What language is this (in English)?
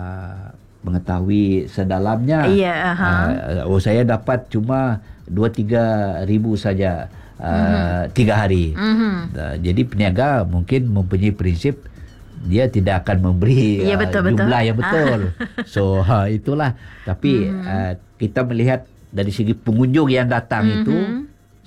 Malay